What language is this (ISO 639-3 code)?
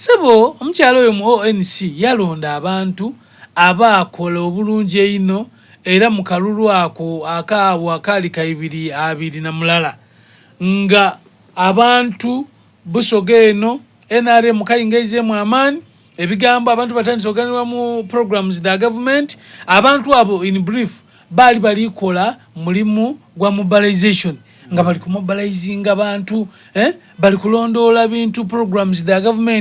xog